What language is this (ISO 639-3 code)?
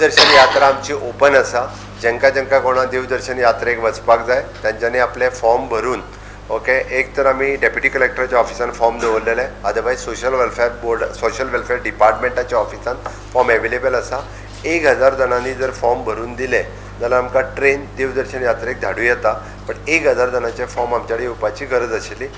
kok